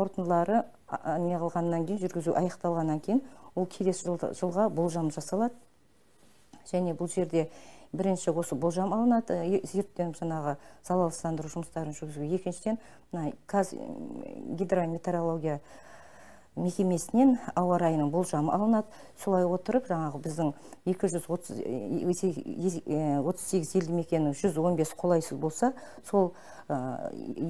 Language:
Kazakh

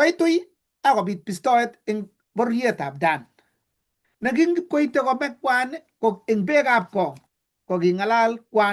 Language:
Kalenjin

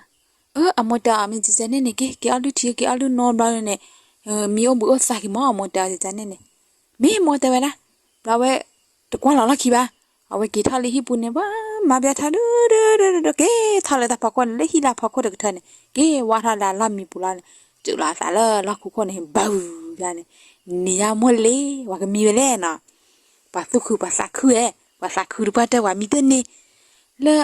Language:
S'gaw Karen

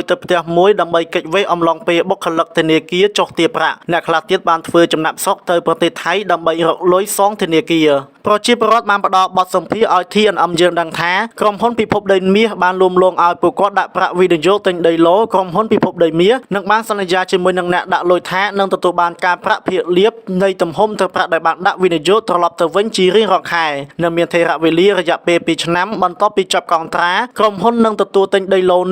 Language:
Khmer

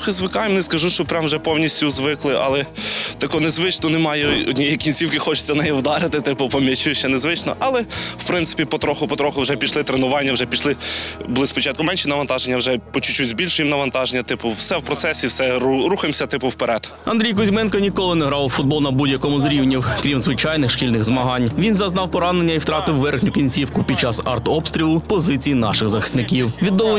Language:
Ukrainian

